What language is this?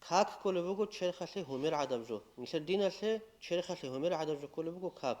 Avaric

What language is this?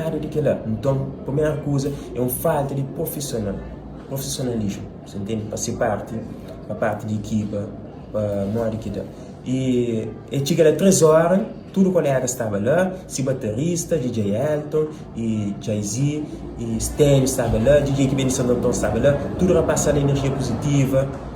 Kabuverdianu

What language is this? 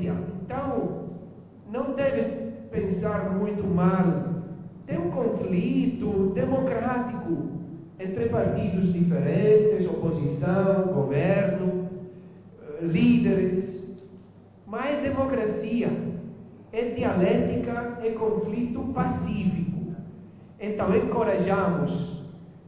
Tetum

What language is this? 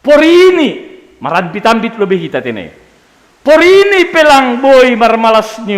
Batak Simalungun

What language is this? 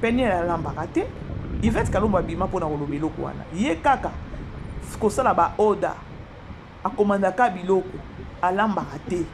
Lingala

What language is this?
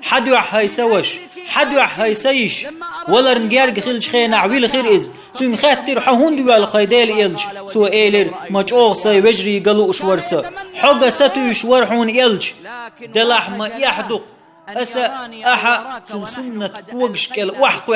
Chechen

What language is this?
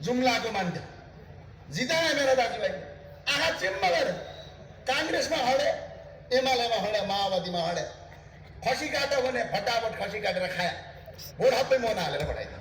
Nepali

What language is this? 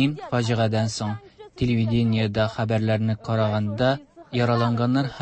Tatar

